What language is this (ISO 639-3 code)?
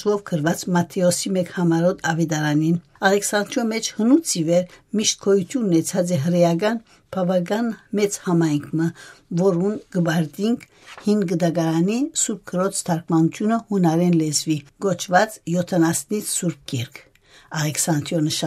hyw